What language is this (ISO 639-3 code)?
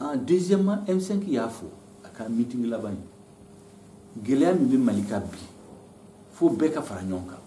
bam